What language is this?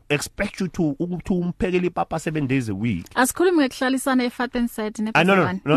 English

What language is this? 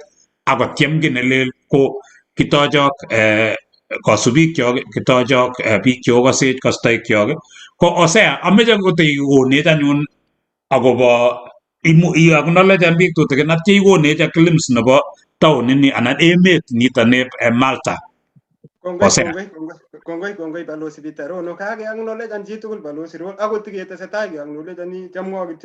Kalenjin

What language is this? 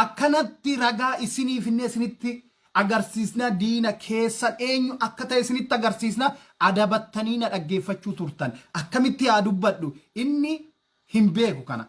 Oromo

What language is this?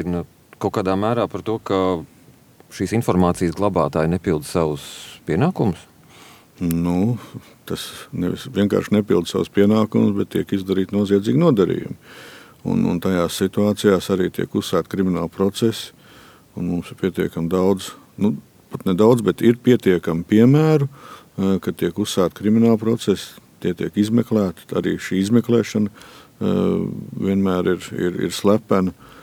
Latvian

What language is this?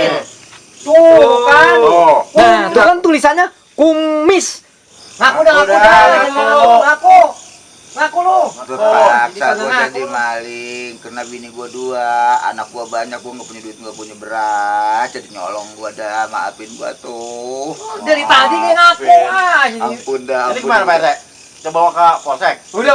Betawi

